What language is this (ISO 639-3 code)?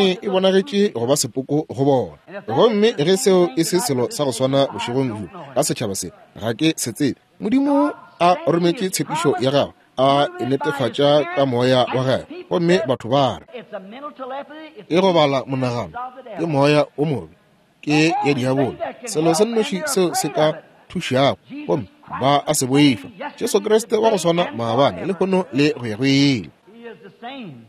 nso